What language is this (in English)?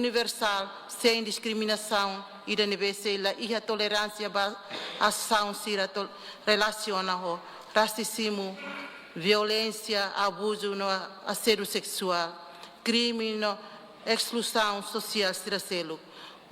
Tetum